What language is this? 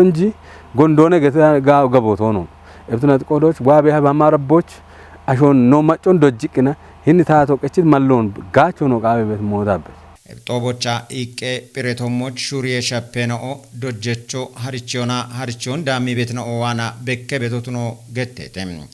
Kafa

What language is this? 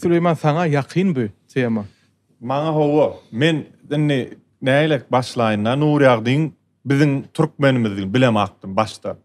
Turkmen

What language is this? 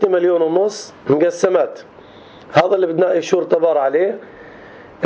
North Levantine Arabic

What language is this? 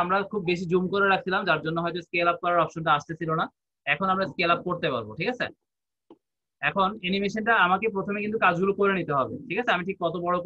Bangla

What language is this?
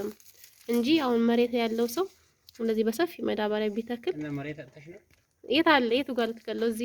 Amharic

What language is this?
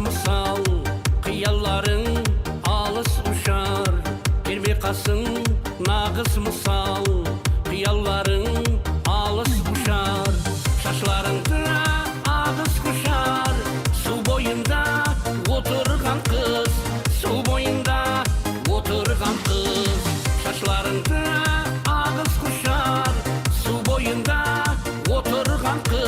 Kara-Kalpak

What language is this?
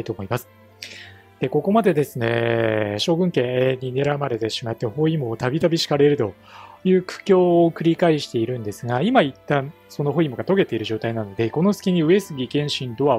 Japanese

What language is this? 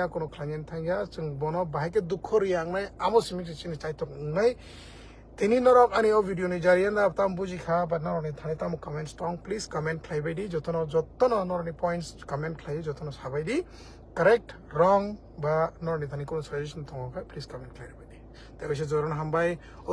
Kok Borok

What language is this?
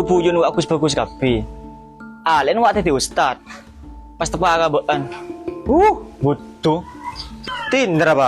Madurese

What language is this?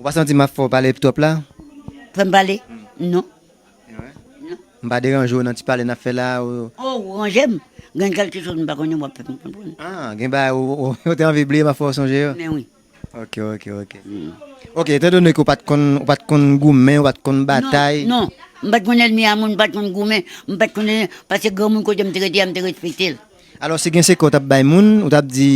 Haitian Creole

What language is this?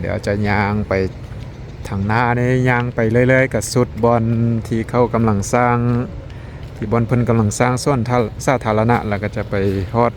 Lao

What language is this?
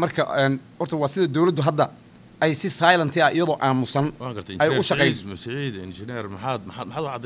Somali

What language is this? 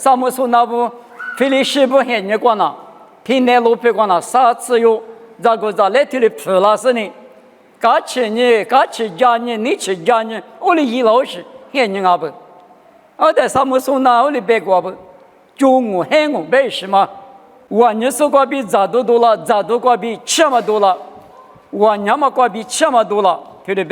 Lisu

